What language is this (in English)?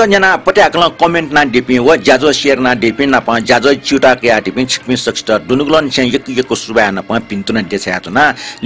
Newari